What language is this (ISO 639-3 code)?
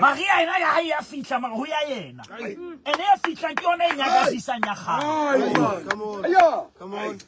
sot